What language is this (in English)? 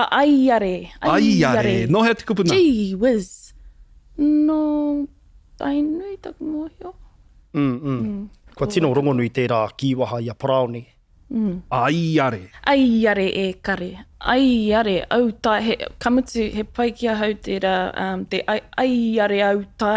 Māori